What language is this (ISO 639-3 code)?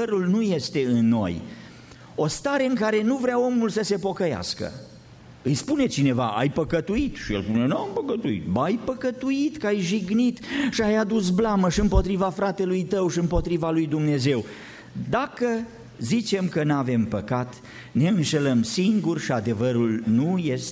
ron